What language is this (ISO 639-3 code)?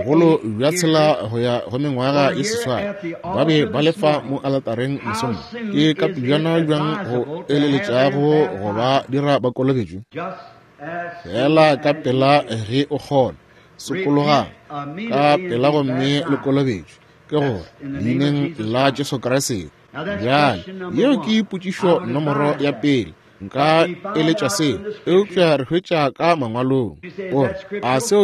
nso